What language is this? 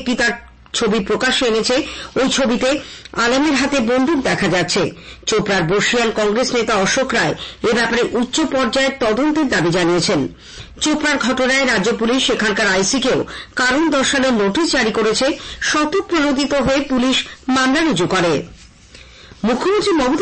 Bangla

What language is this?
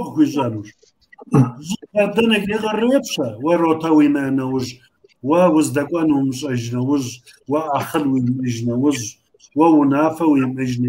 Kabardian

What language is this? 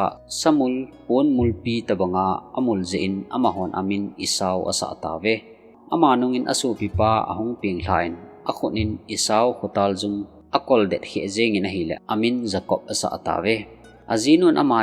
Thado Chin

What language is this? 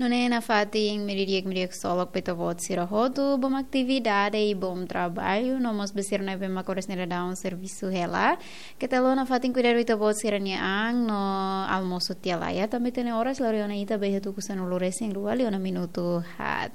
Tetum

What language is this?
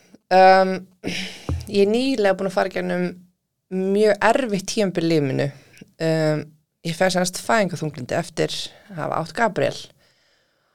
Icelandic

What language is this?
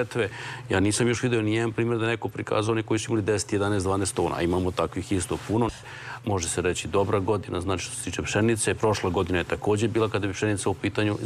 Serbian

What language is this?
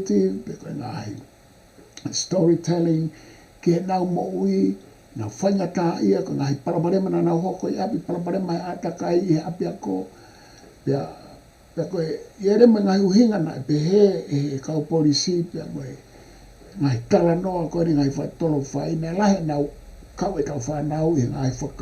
Tongan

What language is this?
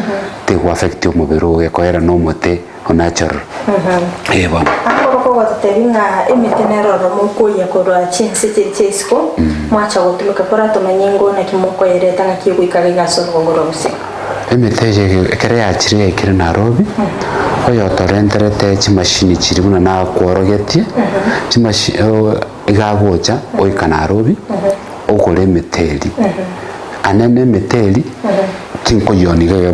Gusii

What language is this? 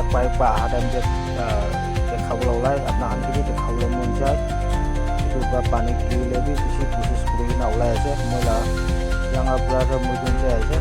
Naga Pidgin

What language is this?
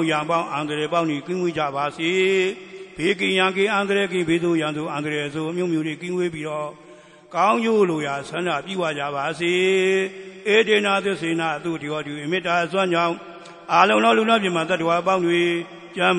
Burmese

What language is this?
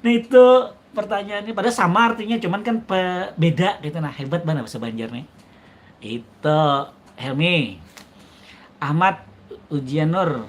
Banjar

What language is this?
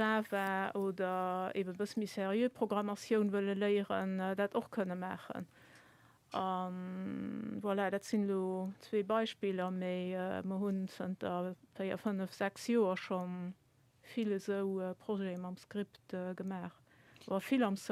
Luxembourgish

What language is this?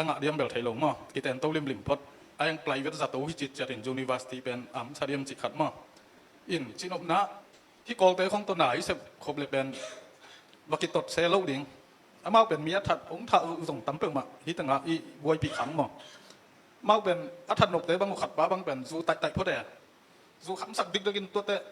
Tedim Chin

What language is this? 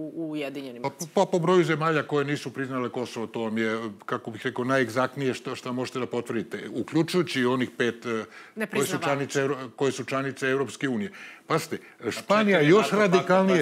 Serbian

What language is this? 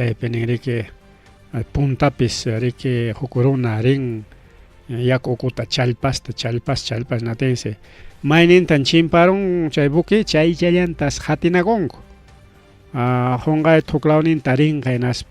Ayacucho Quechua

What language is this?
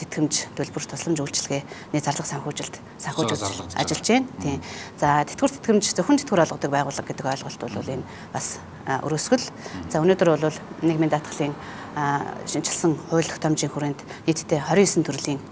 Mongolian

